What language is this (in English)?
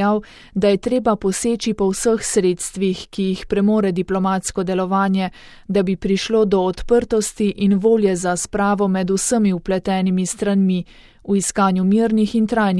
Slovenian